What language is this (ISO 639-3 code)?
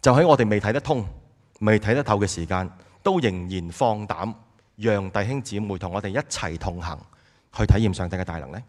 yue